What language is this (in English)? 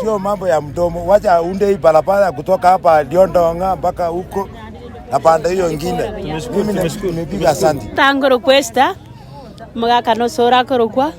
Gusii